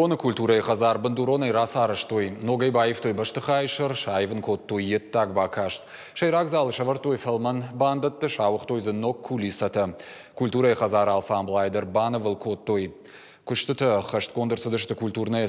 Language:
Ossetic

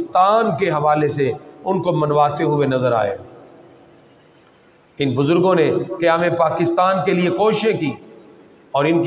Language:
Urdu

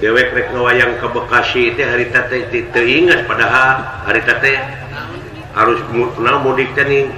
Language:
Sundanese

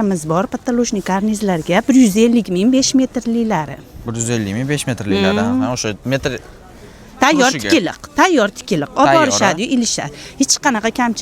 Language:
Uzbek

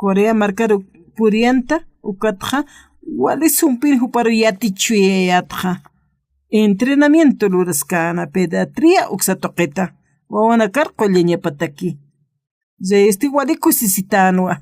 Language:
Aymara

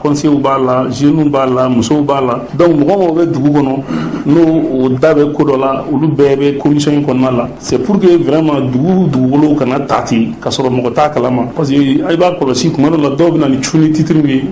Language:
Bambara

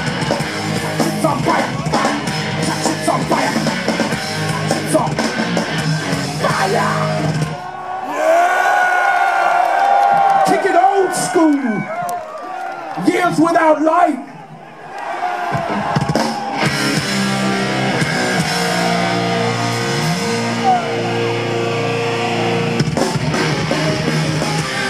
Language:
English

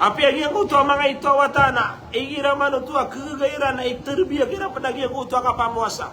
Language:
Maranao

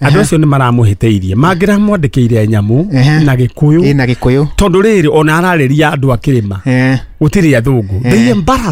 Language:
Kikuyu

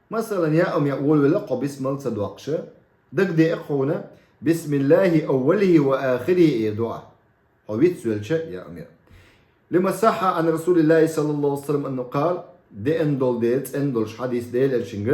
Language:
Chechen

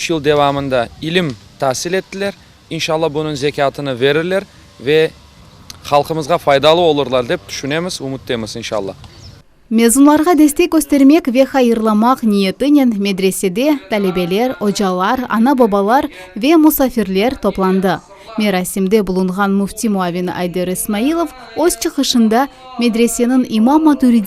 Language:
Crimean Tatar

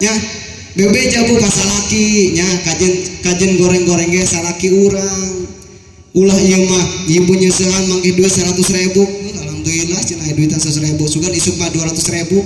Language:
Sundanese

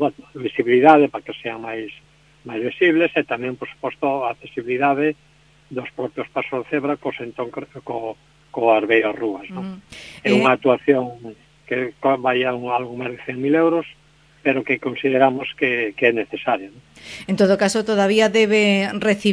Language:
Galician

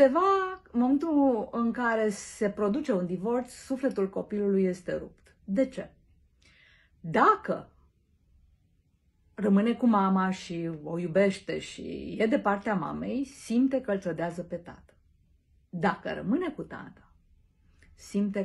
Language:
Romanian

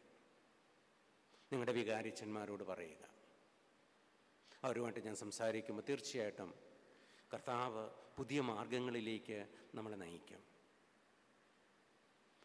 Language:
Malayalam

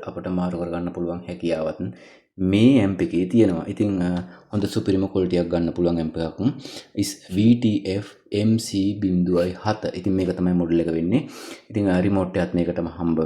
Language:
Sinhala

